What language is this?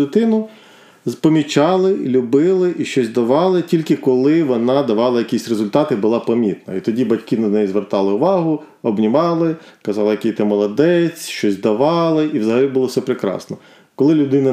Ukrainian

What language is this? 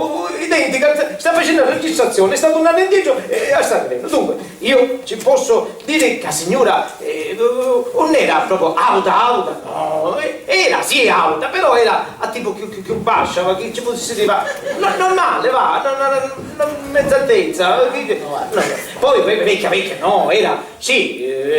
Sicilian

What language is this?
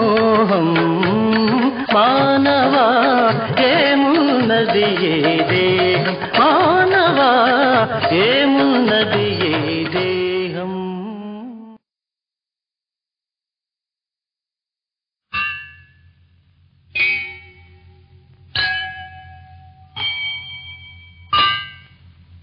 Telugu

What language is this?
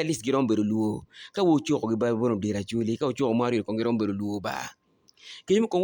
Acoli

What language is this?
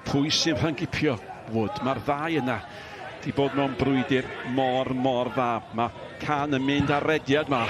Welsh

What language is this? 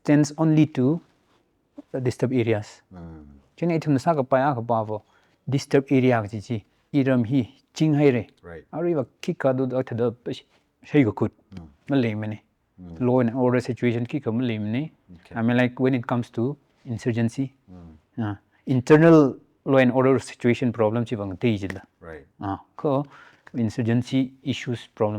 Tangkhul Naga (India)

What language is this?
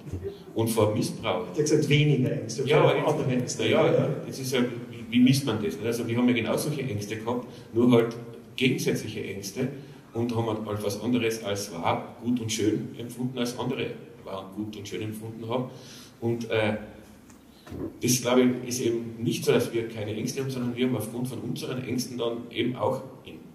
German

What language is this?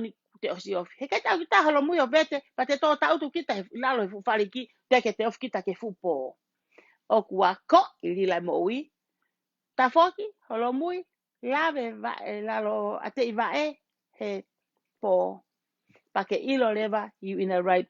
Tongan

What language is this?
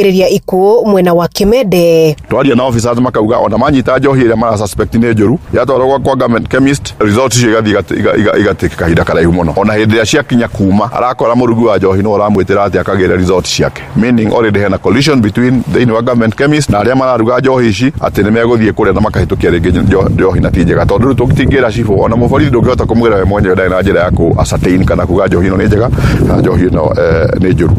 Kikuyu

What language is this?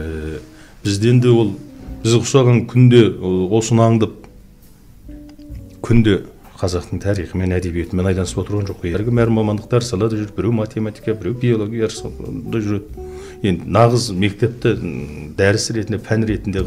Kazakh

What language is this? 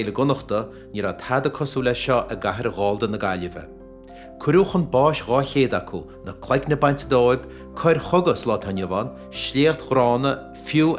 Irish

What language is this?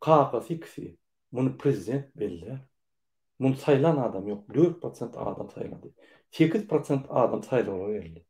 Turkmen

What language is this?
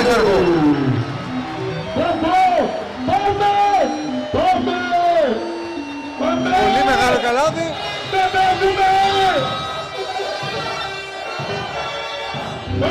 Greek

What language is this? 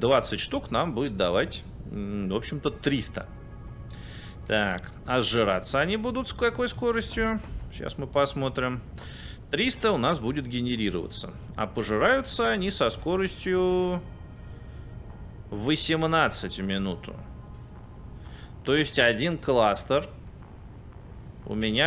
Russian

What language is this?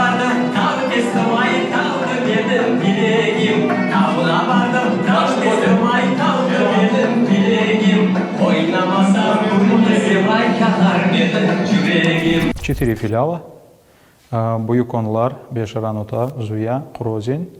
Crimean Tatar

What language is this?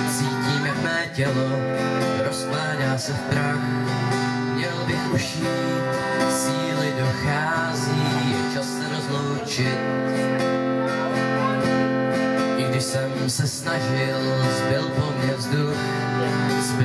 Czech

